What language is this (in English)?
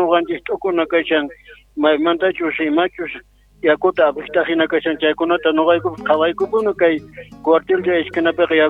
South Bolivian Quechua